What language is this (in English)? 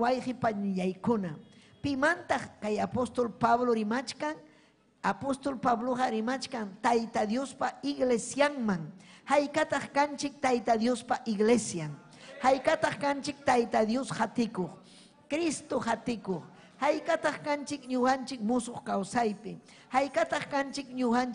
Ayacucho Quechua